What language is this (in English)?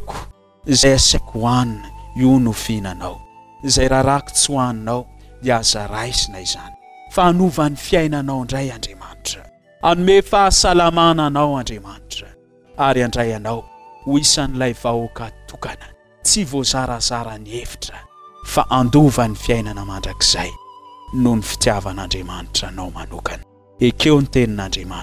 Malagasy